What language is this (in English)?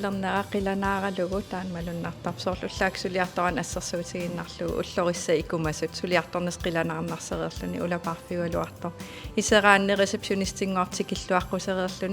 Kalaallisut